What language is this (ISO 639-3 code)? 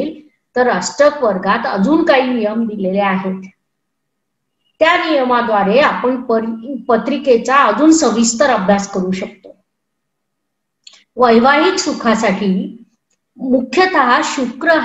mar